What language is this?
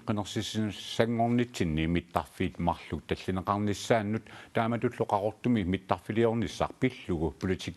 Kalaallisut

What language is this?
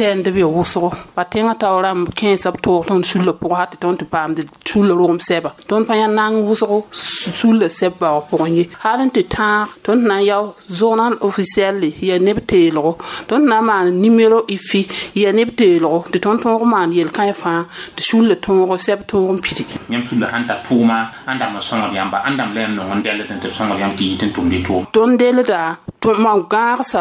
Mossi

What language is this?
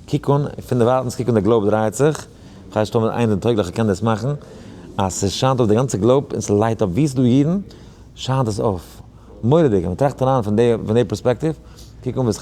Yiddish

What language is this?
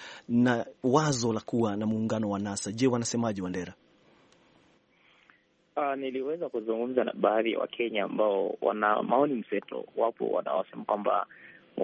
Swahili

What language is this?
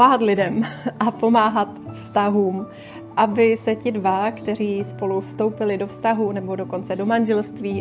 Czech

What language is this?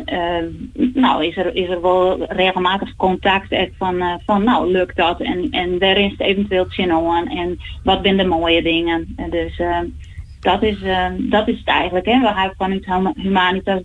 Western Frisian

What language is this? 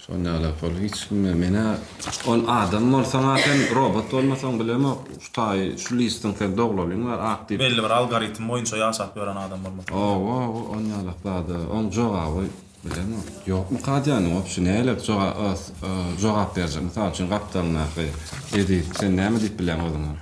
Turkmen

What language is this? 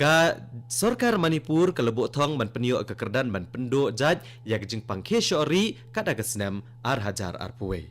Khasi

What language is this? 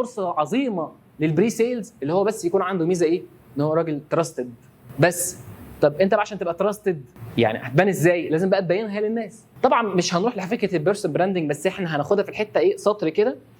Egyptian Arabic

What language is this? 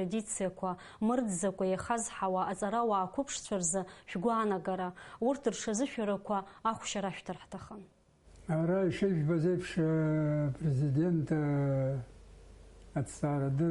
Abkhazian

